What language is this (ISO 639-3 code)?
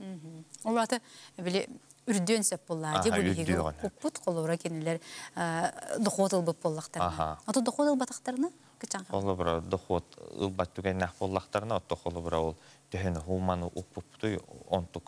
sah